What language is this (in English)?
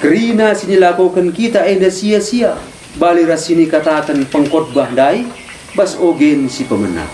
Batak Karo